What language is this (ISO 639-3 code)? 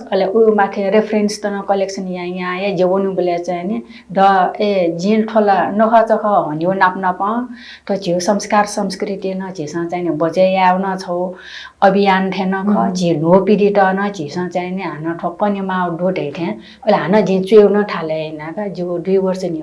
new